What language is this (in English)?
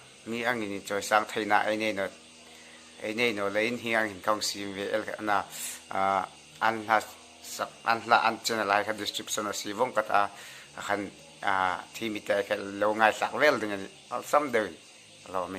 Hmar